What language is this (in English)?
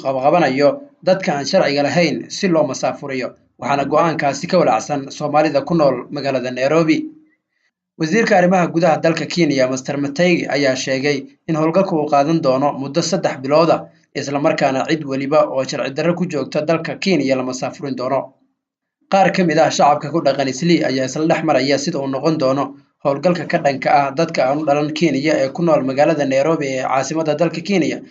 Somali